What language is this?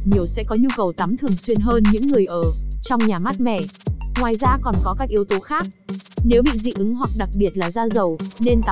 Vietnamese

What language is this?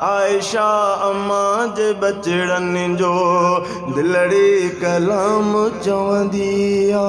Sindhi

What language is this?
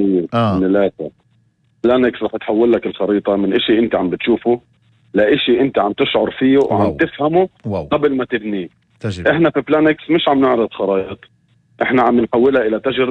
North Levantine Arabic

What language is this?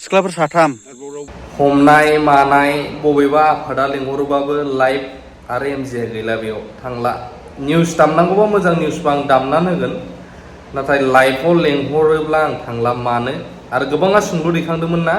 Bodo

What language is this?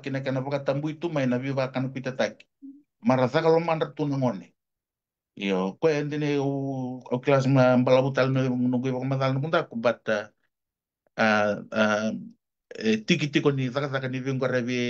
Fijian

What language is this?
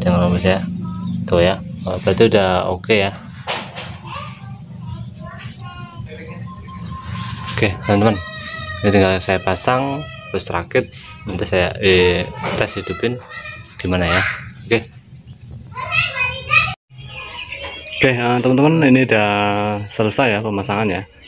Indonesian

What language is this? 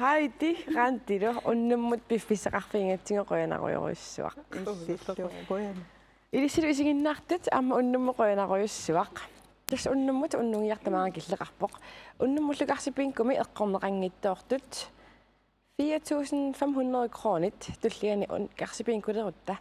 Kalaallisut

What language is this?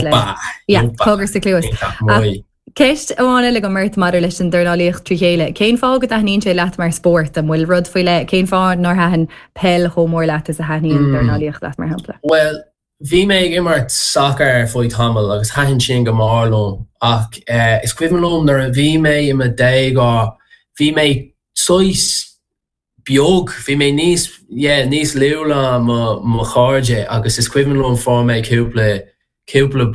Irish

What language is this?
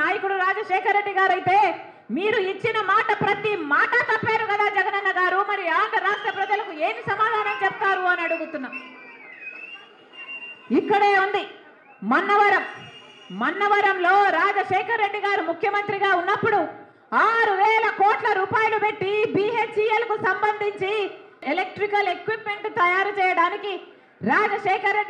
Telugu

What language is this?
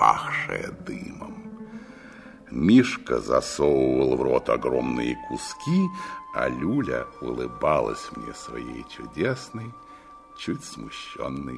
Russian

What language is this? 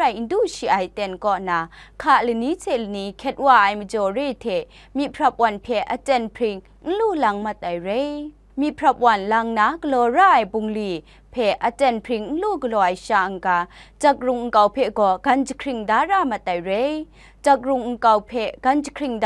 Kachin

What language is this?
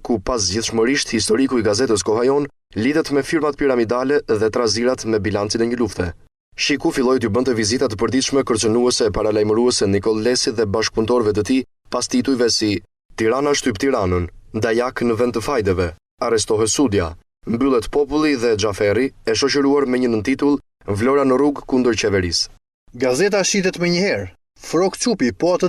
Albanian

